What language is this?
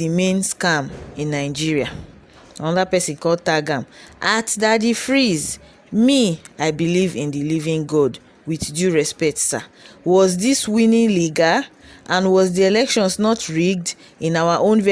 Nigerian Pidgin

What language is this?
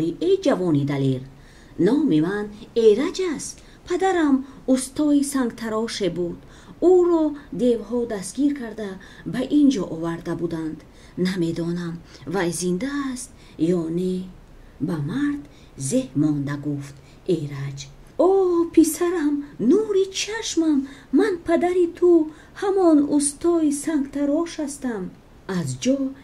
Tajik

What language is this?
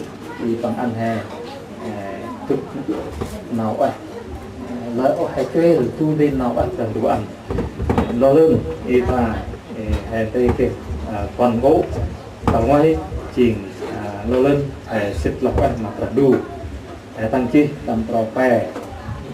Central Mnong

